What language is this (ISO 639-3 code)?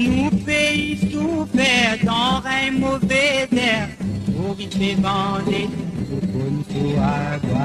mfe